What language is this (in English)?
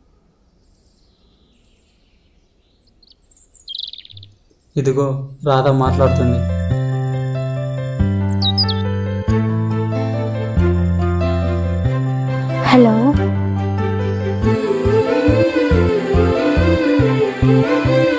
Telugu